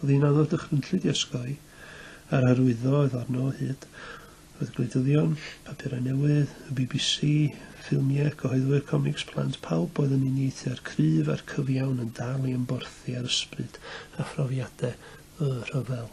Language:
Welsh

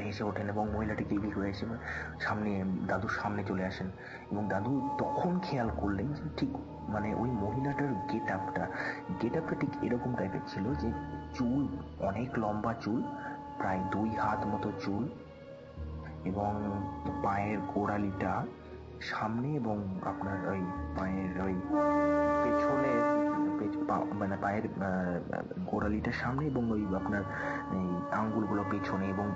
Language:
Bangla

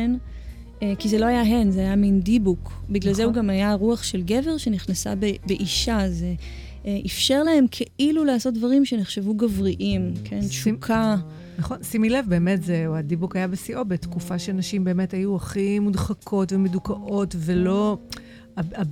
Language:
Hebrew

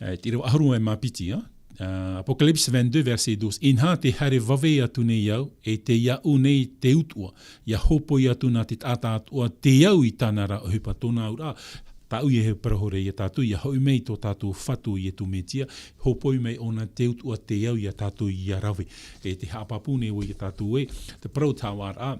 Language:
Tahitian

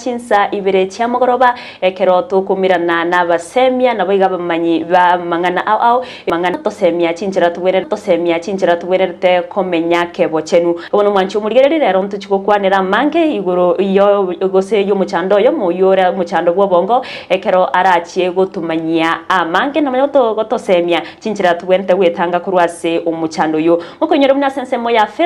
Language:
Gusii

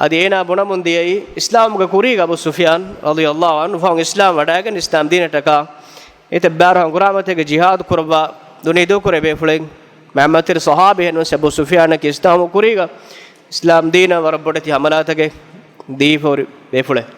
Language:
Divehi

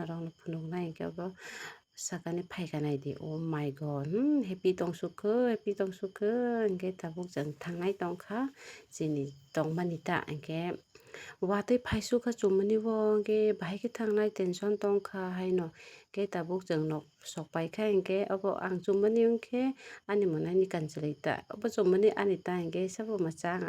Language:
Kok Borok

